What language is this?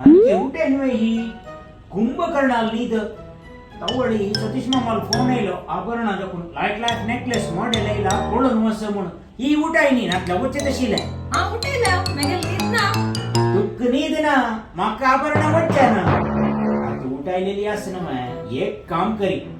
Konkani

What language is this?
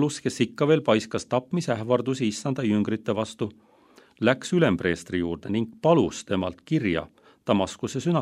Estonian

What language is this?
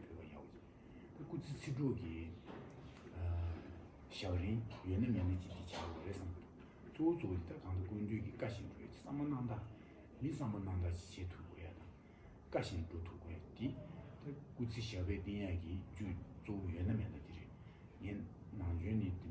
Tibetan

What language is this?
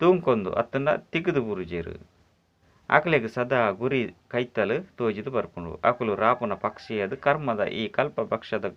Tulu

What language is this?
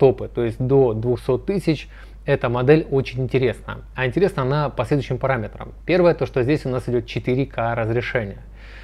Russian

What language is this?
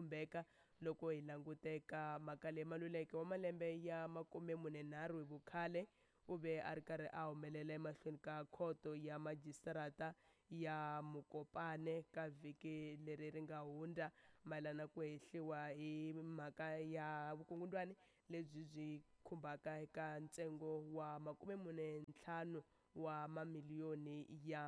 Tsonga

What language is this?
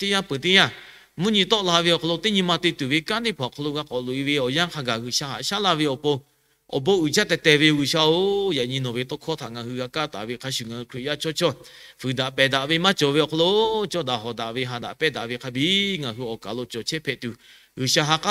Lahu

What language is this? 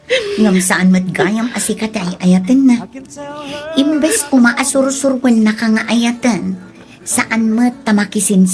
Iloko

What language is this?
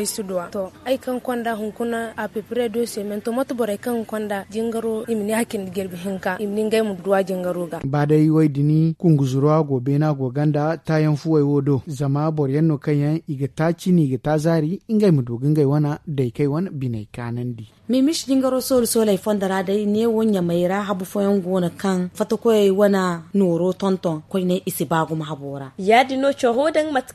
Zarma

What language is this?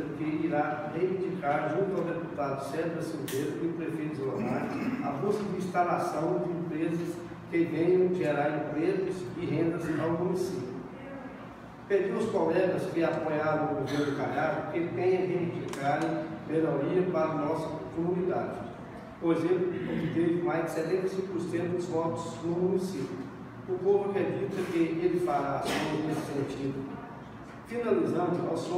Portuguese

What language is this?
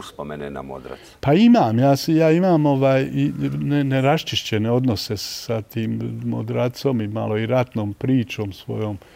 Bosnian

